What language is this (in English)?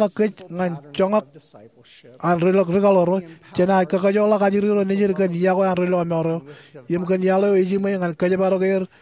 Marshallese